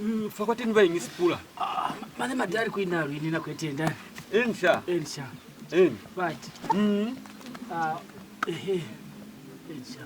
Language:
Lozi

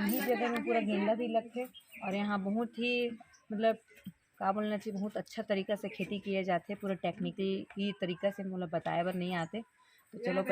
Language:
Chhattisgarhi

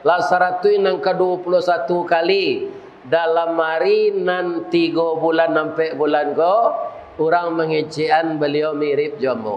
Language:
Minangkabau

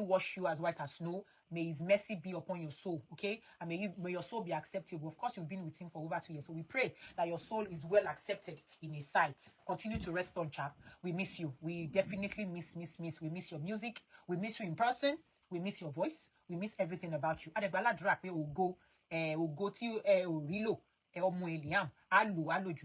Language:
Yoruba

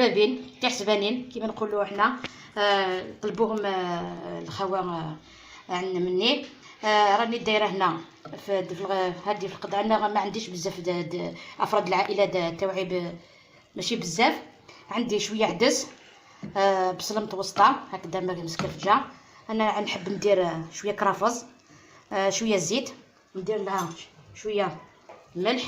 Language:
Algerian Arabic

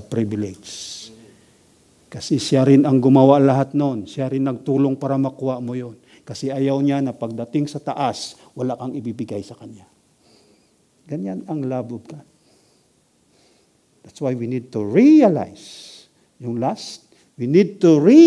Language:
Filipino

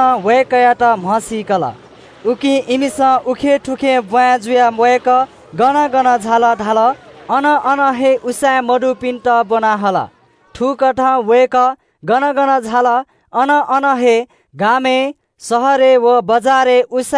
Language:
Newari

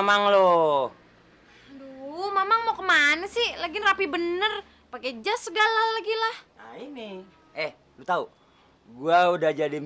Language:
Betawi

